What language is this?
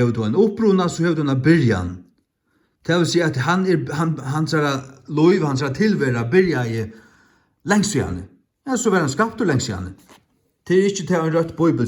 Faroese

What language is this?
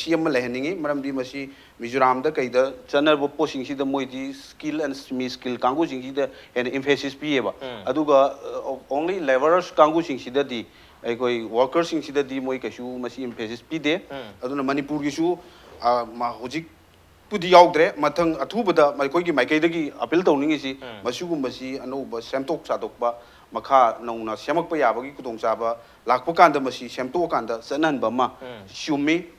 Manipuri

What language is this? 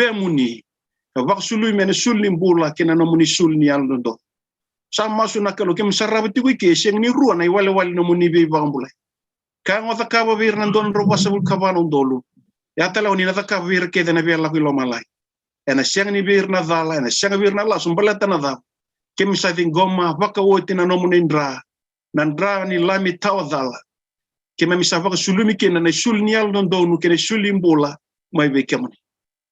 Fijian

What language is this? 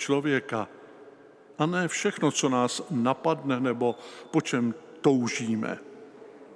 Czech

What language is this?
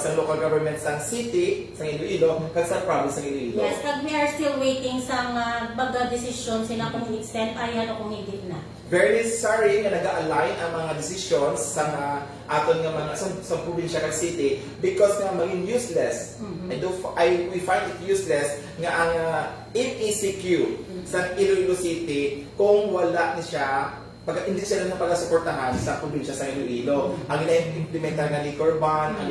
Hiligaynon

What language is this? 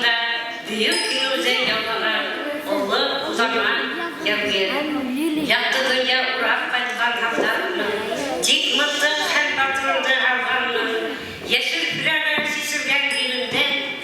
Bashkir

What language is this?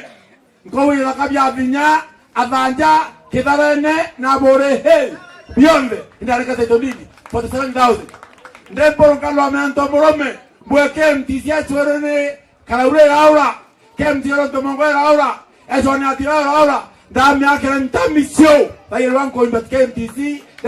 Meru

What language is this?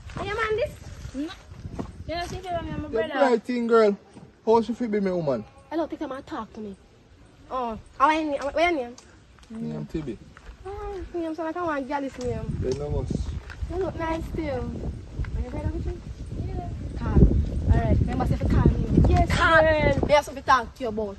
Jamaican Creole English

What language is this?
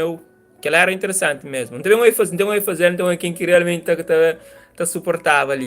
Kabuverdianu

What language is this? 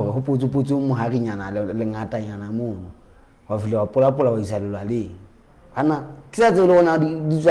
Southern Sotho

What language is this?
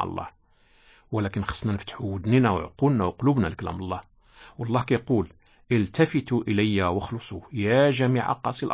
Moroccan Arabic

